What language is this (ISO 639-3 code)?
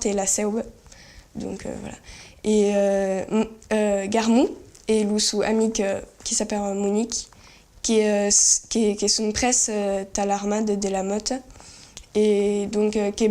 oci